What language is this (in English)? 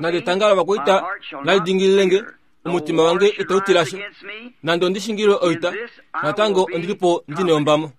Kuanyama